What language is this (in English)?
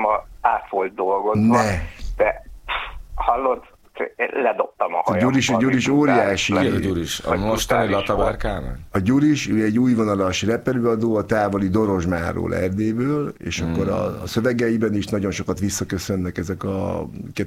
Hungarian